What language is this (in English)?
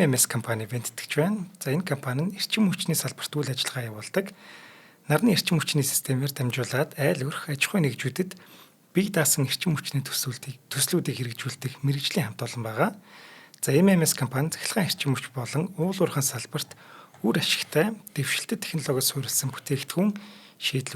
Mongolian